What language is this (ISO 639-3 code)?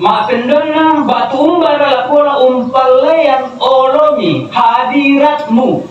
sda